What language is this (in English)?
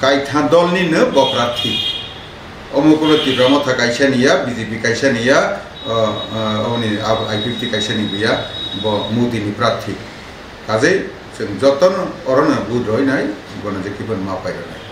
Kok Borok